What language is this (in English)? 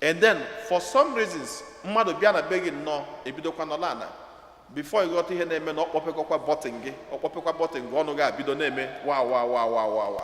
Igbo